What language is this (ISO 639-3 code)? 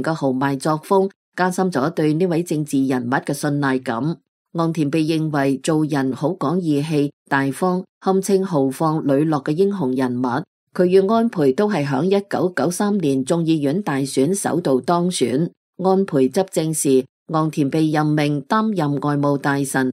yue